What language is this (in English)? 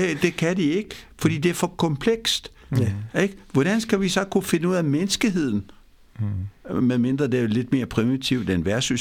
Danish